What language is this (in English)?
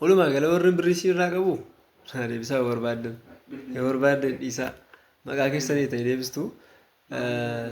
Oromo